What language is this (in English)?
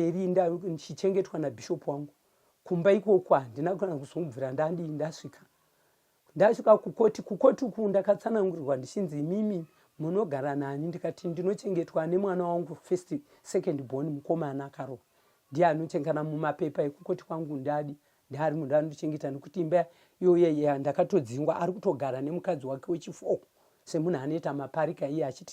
Shona